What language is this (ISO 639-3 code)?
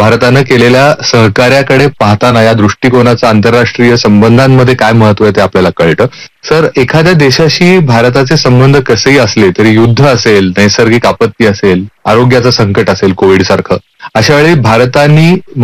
mar